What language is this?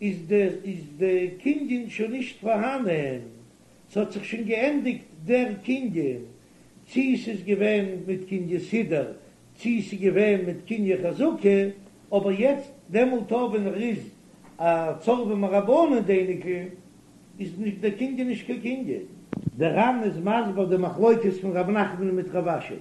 Yiddish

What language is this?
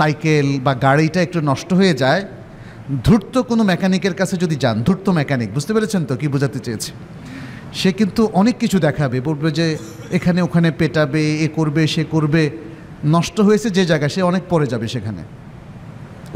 Bangla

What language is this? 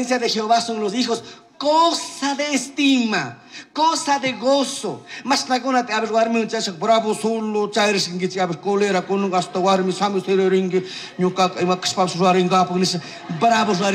Chimborazo Highland Quichua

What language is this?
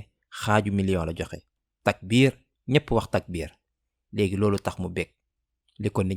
Wolof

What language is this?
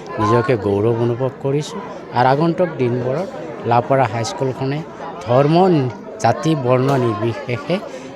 Assamese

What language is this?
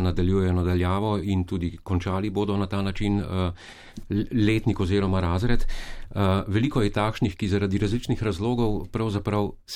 Slovenian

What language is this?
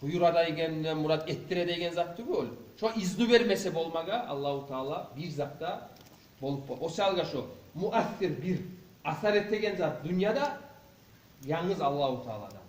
Kumyk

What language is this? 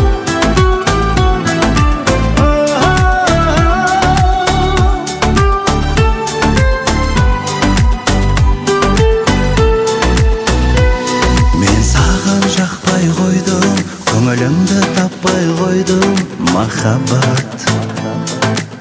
Kazakh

